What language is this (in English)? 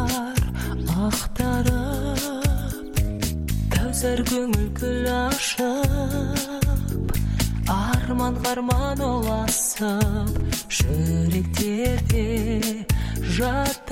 Kazakh